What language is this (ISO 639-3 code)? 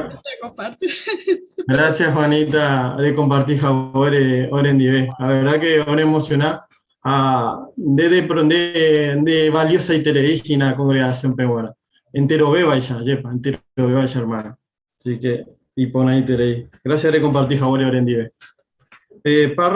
grn